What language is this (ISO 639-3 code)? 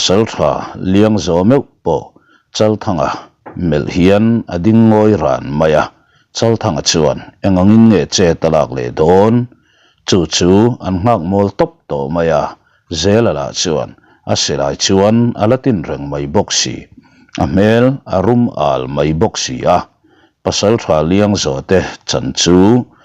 lus